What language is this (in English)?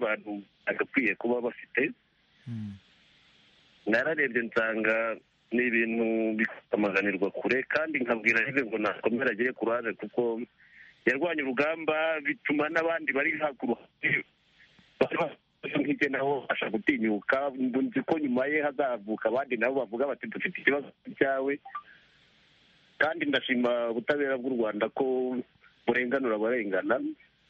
Kinyarwanda